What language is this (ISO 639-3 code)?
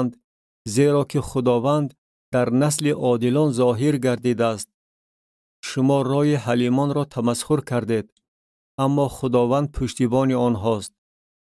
tgk